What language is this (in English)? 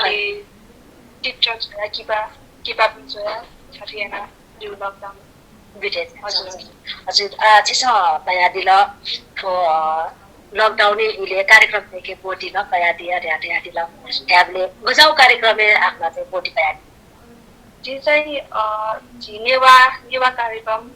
Newari